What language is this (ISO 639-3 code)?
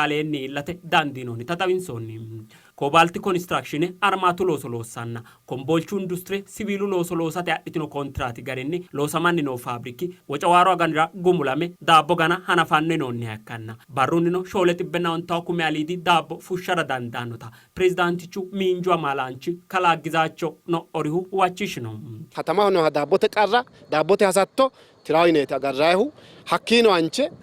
sid